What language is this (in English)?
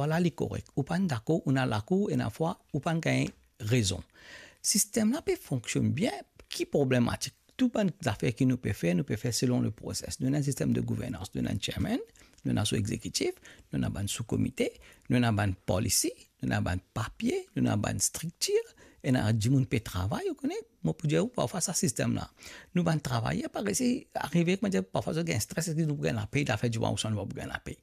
Morisyen